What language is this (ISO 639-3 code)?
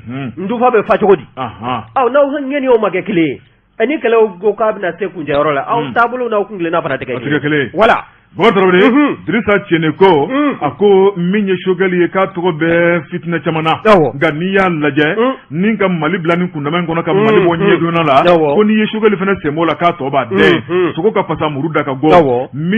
bam